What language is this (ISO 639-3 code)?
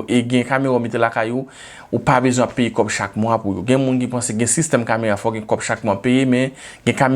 hat